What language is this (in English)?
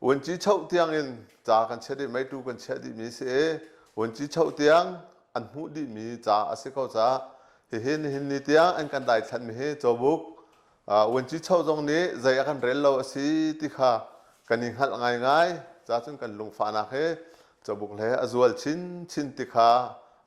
Hakha Chin